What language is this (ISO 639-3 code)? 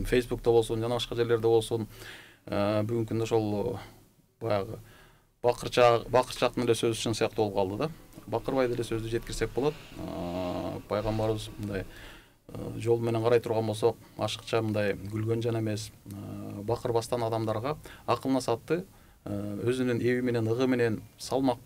kir